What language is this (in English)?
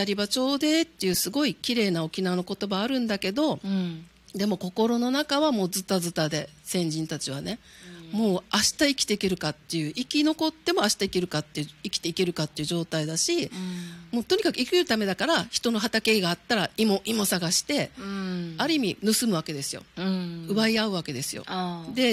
Japanese